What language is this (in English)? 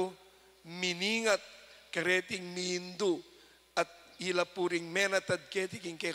Pampanga